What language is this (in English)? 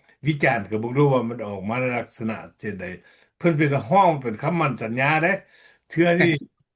Lao